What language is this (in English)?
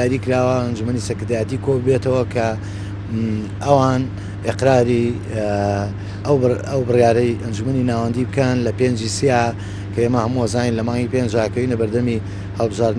Central Kurdish